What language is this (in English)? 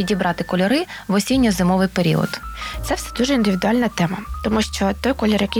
Ukrainian